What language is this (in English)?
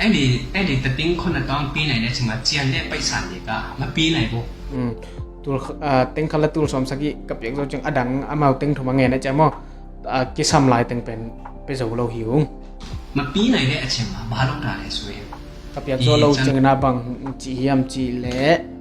Tedim Chin